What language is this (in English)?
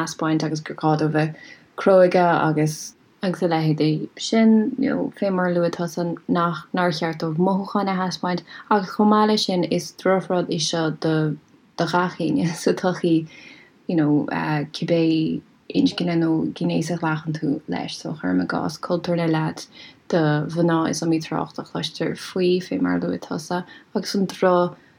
Irish